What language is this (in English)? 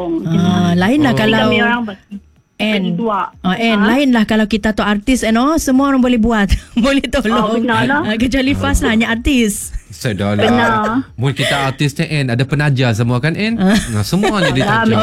Malay